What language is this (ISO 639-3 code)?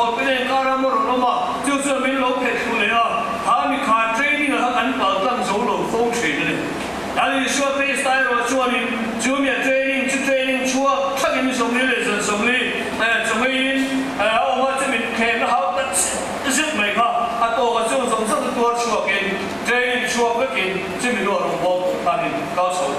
lus